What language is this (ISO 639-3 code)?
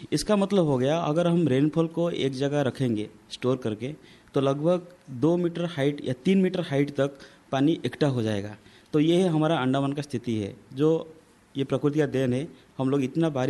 hin